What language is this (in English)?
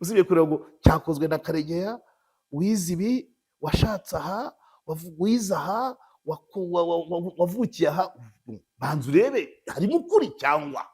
Kinyarwanda